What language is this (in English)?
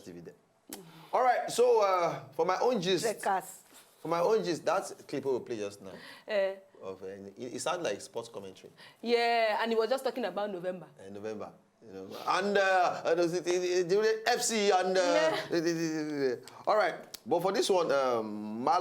Nigerian Pidgin